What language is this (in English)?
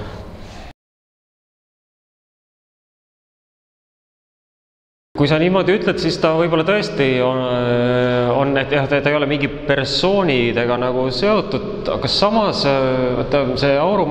Estonian